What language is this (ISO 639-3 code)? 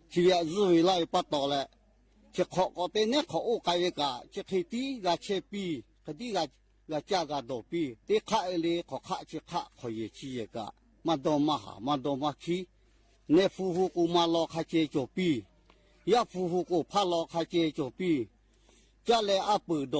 lhu